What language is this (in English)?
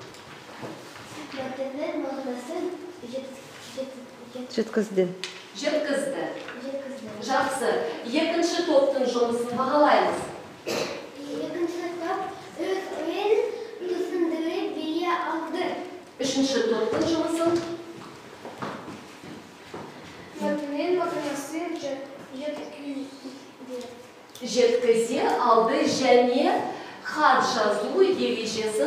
Kazakh